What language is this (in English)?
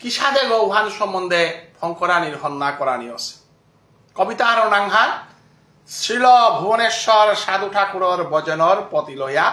Bishnupriya